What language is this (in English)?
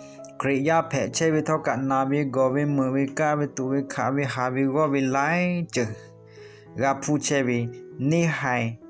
Lahu